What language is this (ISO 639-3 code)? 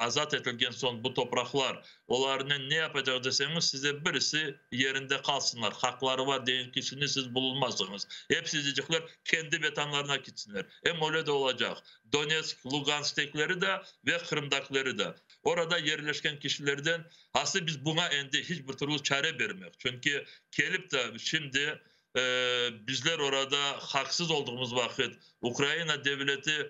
crh